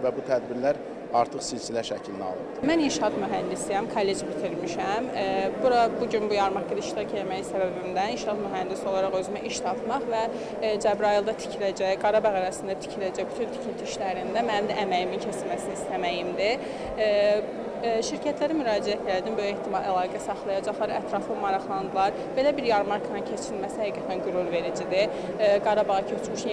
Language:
Azerbaijani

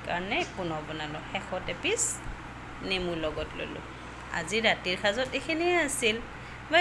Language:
Assamese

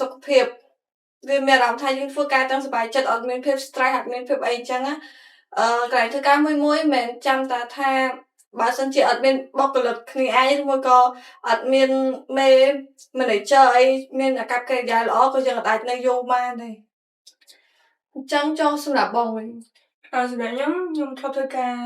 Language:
Khmer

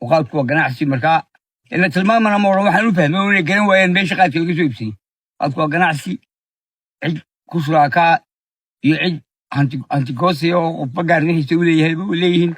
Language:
Somali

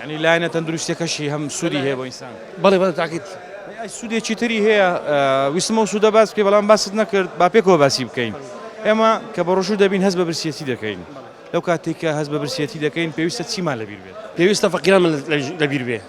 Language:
Central Kurdish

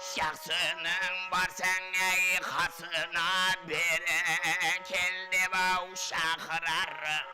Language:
Kara-Kalpak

